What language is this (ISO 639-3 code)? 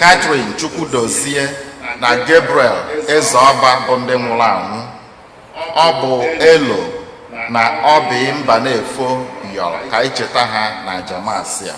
ibo